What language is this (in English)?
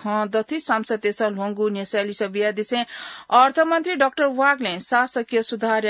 Newari